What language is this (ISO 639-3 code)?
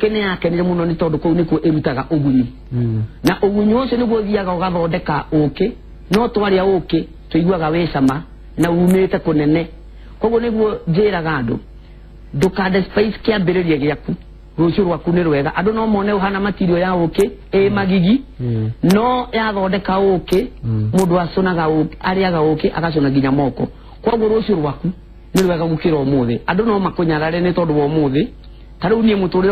kik